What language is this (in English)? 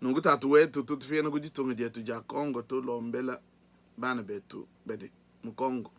Luba-Lulua